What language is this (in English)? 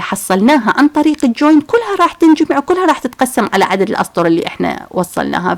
Mesopotamian Arabic